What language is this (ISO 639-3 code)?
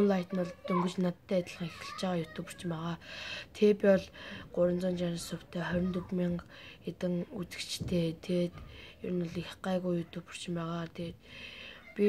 mon